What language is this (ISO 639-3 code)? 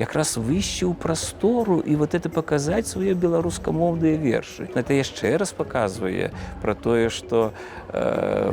bel